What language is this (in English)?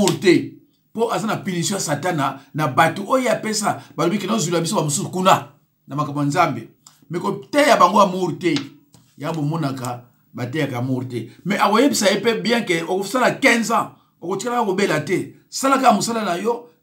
Lingala